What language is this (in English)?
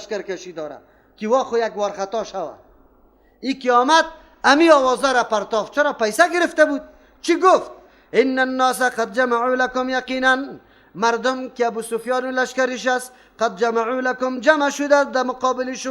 Persian